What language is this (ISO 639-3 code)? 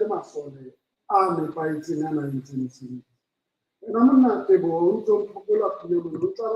sot